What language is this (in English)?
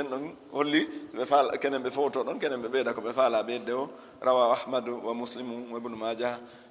Fula